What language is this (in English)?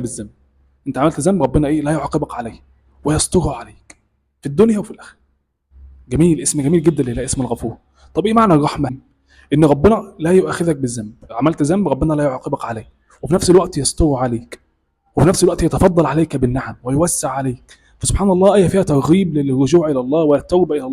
Egyptian Arabic